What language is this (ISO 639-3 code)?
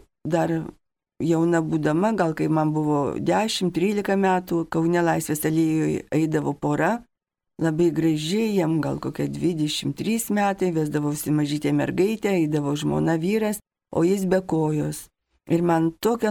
lit